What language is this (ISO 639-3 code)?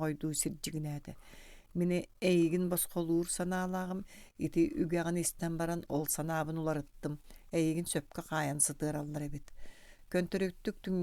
sah